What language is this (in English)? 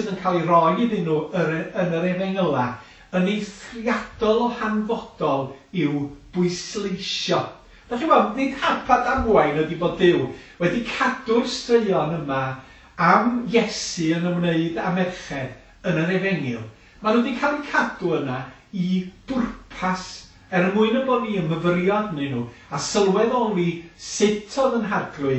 Welsh